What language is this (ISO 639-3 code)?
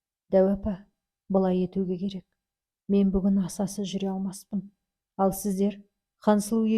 kaz